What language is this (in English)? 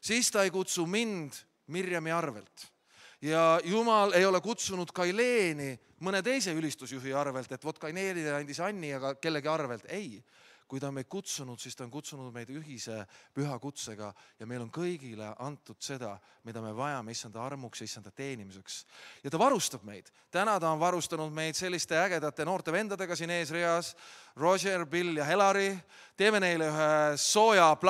Estonian